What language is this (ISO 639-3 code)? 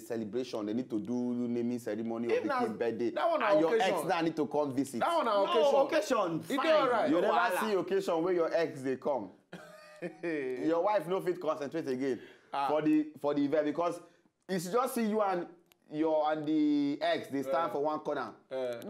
pcm